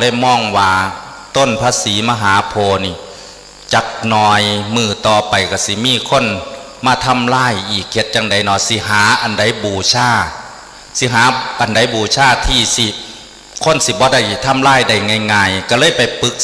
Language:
Northeastern Thai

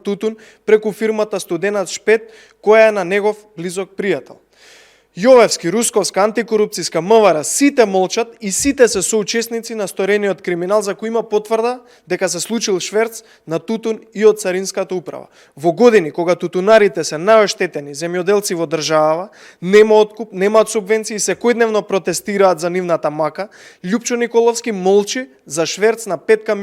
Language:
Macedonian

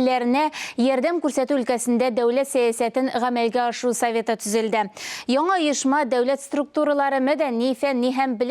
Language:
Tatar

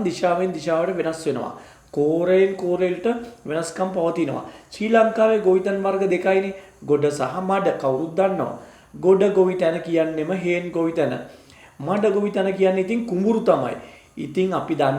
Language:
Sinhala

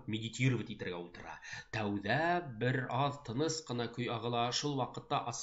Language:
Bashkir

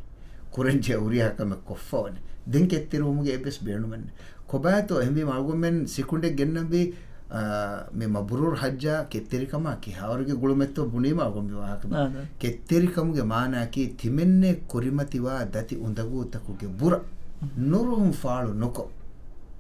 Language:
Divehi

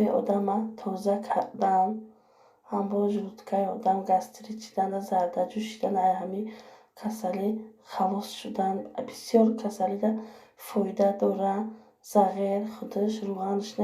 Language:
Tajik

